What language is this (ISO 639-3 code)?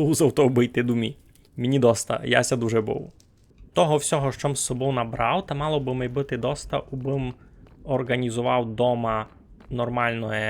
rue